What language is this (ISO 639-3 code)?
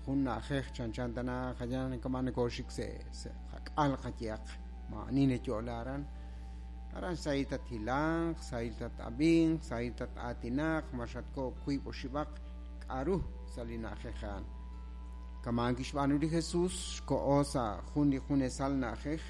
kek